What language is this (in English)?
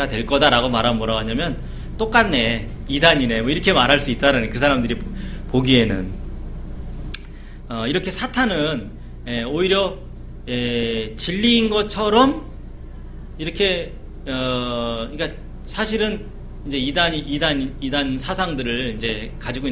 Korean